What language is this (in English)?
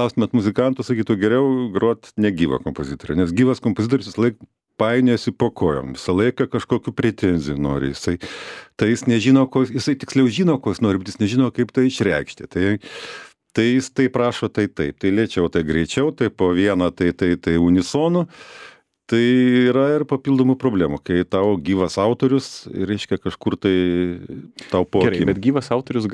Lithuanian